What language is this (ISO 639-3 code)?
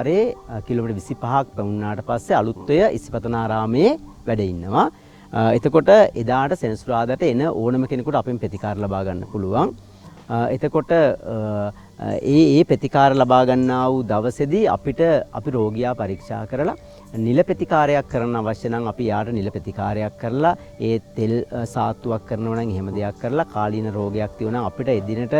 sin